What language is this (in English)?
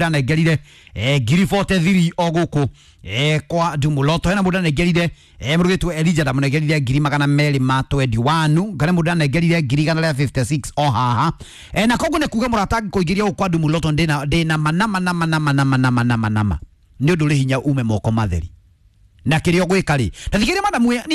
Kikuyu